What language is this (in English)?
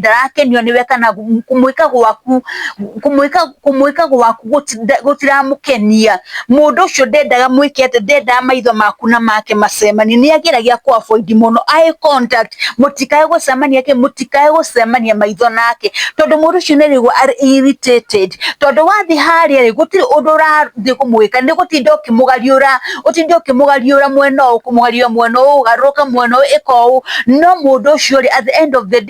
Kikuyu